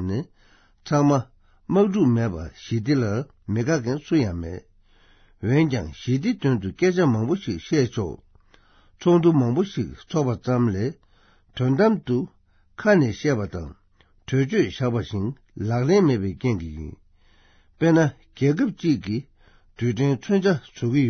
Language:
Tibetan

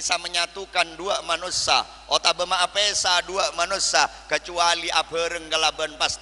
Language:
Madurese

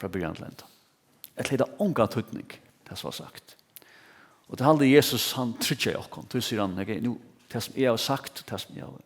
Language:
Faroese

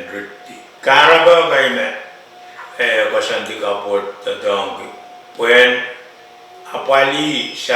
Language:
Pohnpeian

